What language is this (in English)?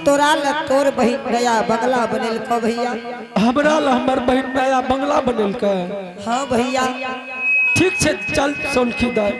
Angika